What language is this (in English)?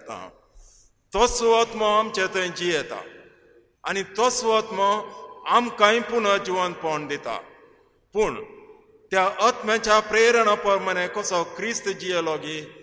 Konkani